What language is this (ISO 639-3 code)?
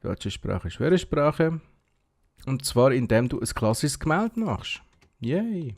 gsw